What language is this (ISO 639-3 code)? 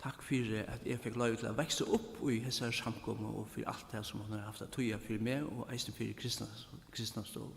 fao